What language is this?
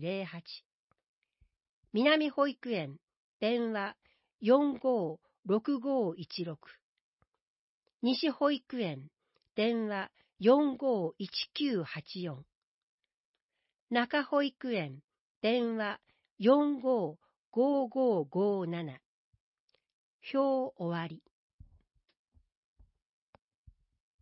Japanese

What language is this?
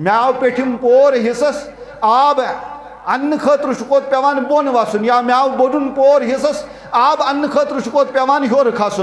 Kashmiri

